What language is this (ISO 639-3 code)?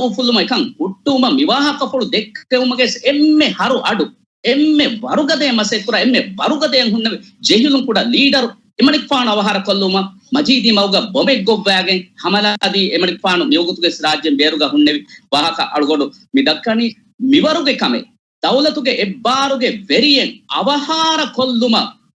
div